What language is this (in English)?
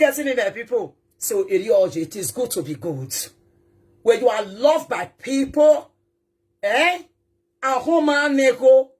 Nigerian Pidgin